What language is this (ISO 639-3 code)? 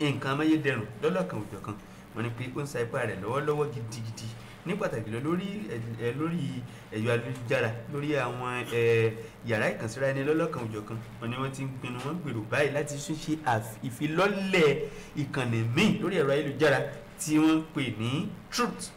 yor